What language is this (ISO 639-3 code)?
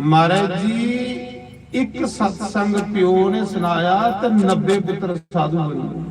doi